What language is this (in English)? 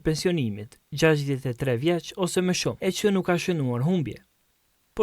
Albanian